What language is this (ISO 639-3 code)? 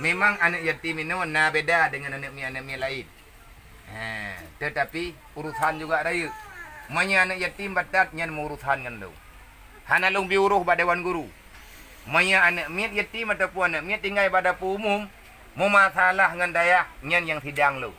ace